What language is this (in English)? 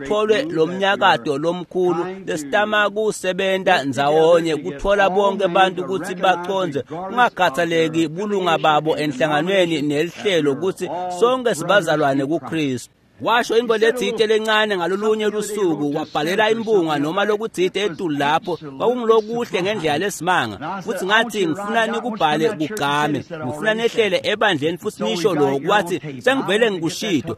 Swati